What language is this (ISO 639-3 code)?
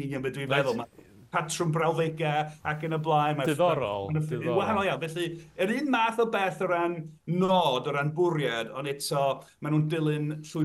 cym